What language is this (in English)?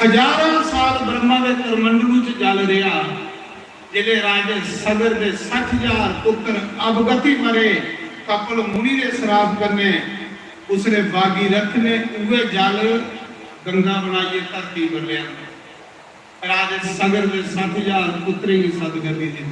Dogri